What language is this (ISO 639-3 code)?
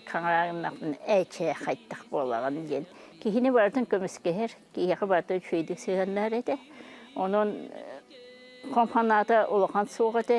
sah